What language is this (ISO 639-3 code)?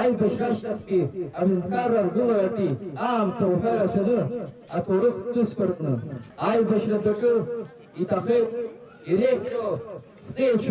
abk